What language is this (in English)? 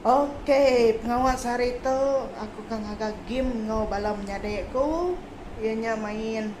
Iban